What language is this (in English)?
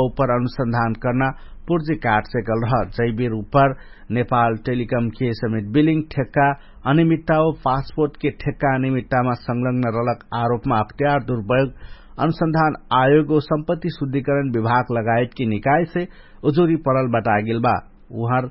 Dangaura Tharu